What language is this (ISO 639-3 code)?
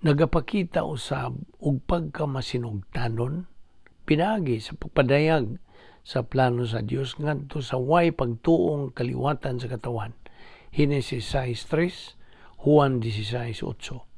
ceb